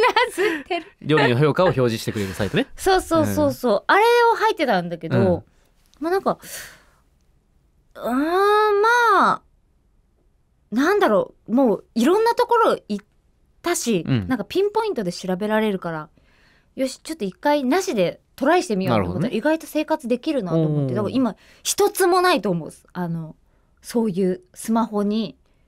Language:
Japanese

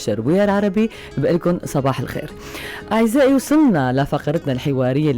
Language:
North Levantine Arabic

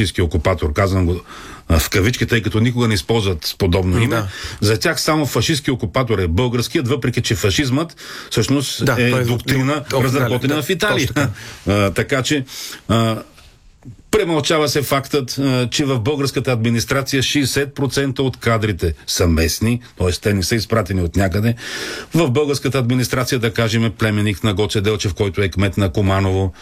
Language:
Bulgarian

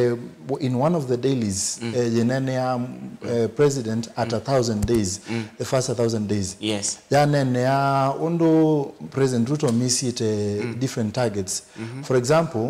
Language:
Kamba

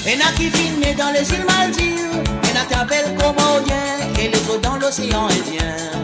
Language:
Morisyen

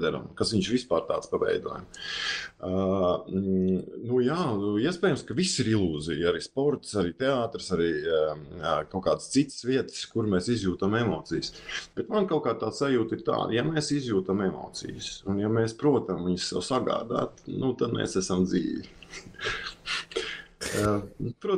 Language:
Latvian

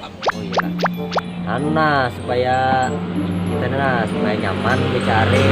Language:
Banjar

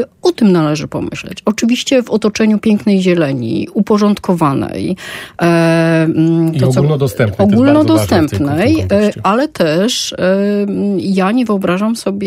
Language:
Polish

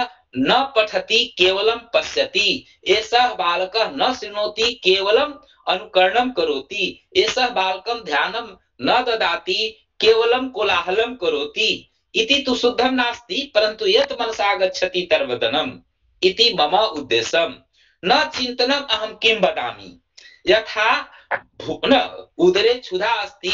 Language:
Sanskrit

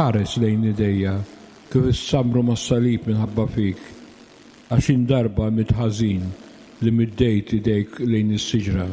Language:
Maltese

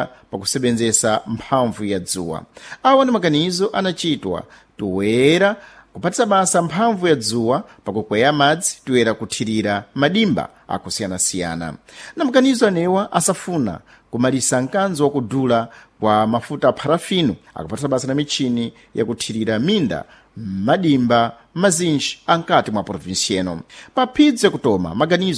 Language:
Sena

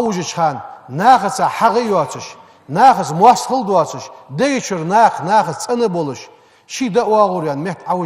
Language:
Ingush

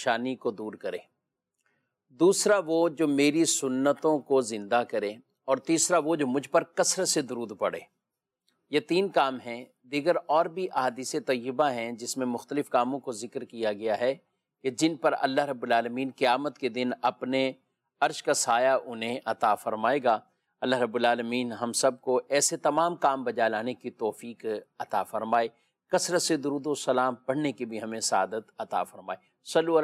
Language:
Urdu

